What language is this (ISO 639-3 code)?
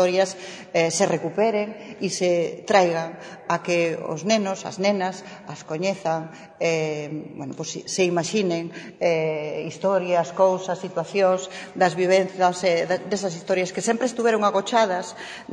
glg